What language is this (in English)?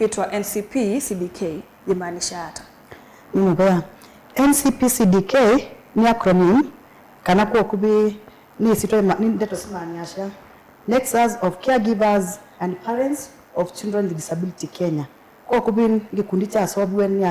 Kamba